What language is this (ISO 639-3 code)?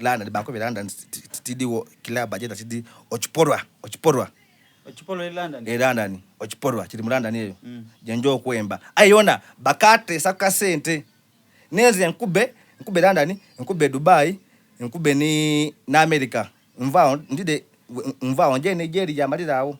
xog